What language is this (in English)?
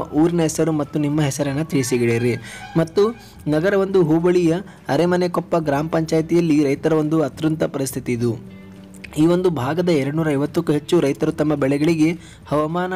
Kannada